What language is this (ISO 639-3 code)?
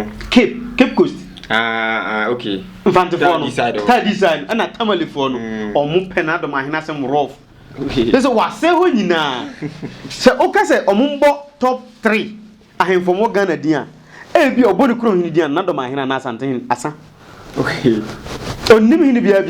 aka